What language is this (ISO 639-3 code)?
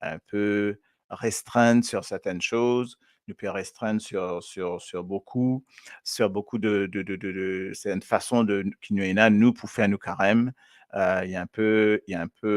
mfe